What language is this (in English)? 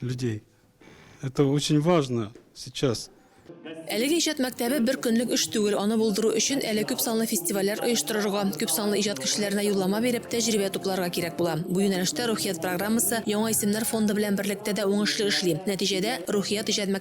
Tatar